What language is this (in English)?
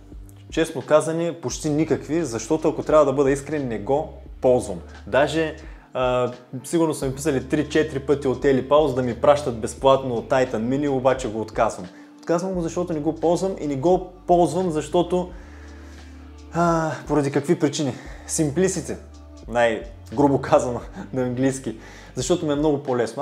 Bulgarian